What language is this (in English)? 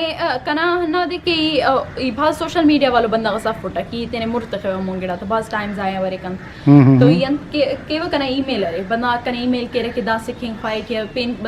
Brahui